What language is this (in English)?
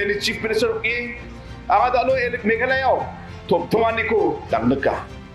Garo